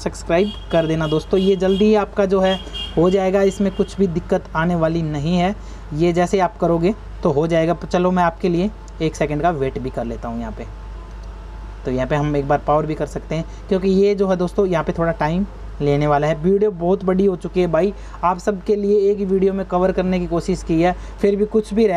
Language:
Hindi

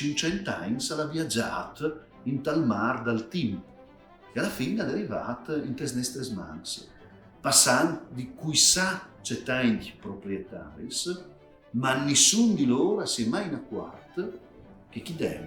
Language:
Friulian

